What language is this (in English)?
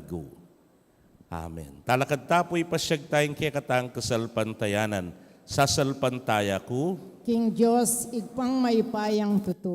Pampanga